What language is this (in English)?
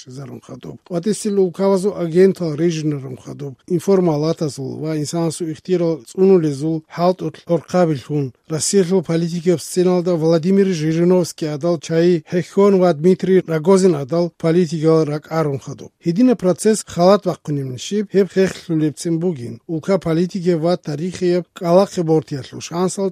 Avaric